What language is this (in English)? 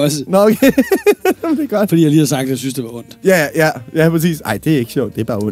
Danish